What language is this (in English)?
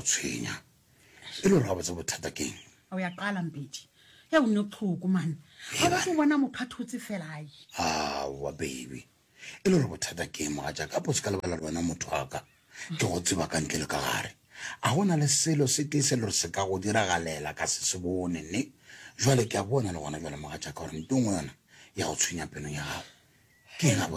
Northern Sotho